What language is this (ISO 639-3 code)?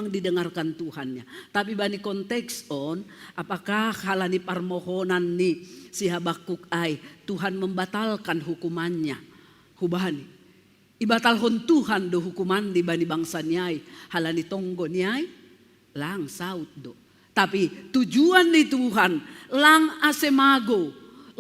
bts